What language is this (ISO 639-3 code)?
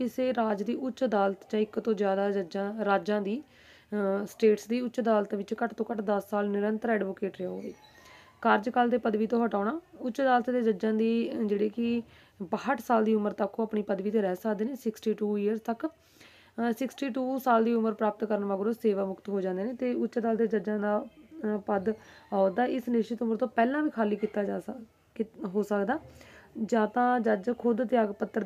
pan